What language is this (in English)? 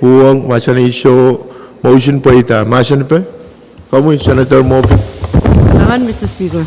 Pohnpeian